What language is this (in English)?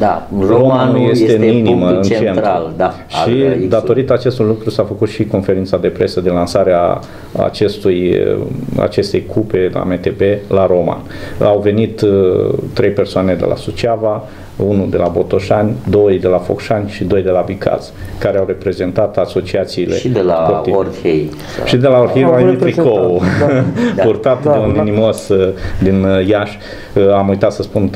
Romanian